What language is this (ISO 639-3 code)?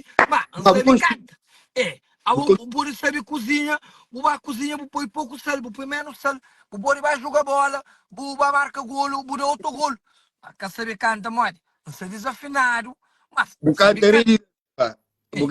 kea